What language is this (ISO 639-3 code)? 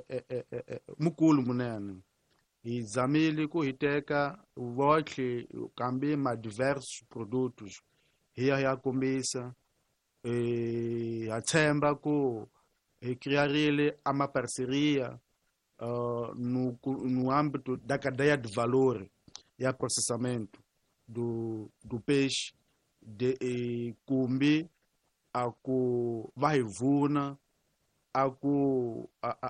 tso